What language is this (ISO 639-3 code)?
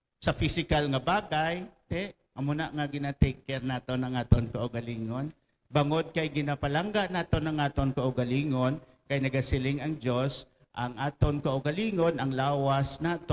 hil